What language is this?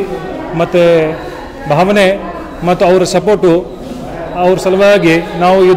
Kannada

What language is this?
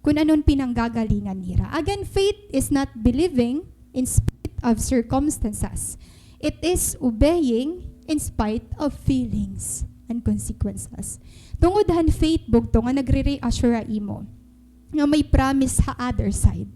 Waray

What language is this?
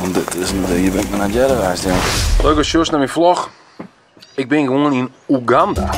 Western Frisian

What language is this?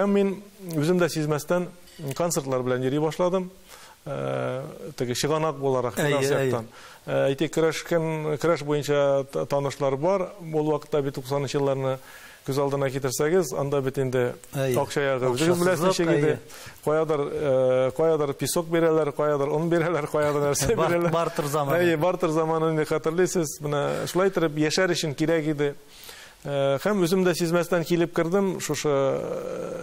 Tatar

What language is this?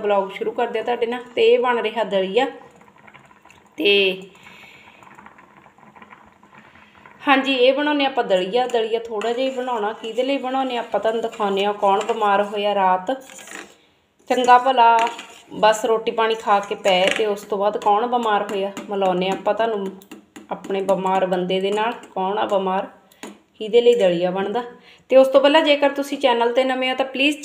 Punjabi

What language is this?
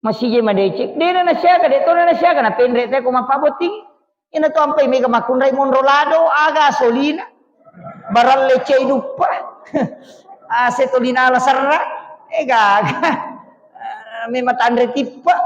Buginese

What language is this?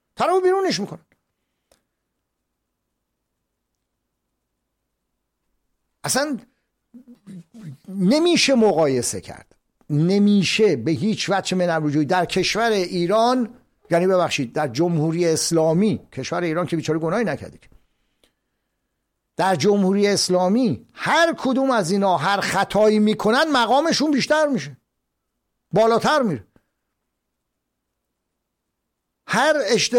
Persian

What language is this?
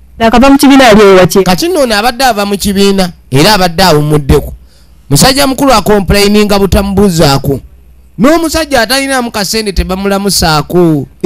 Ganda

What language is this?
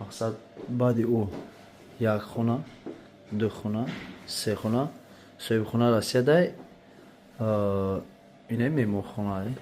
Tajik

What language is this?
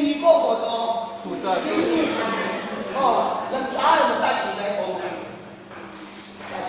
Kachin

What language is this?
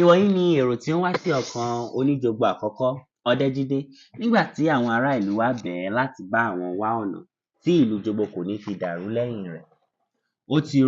Yoruba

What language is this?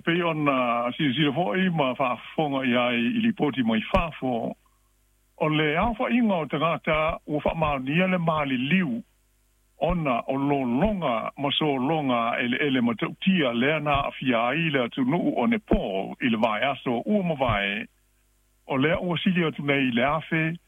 Samoan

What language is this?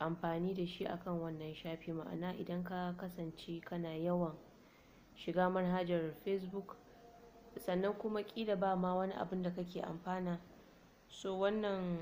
Hausa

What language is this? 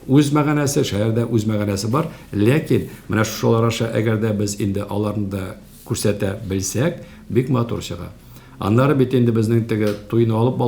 Tatar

